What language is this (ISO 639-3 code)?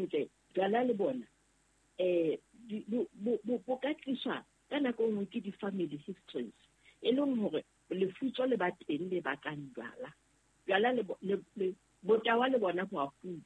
sot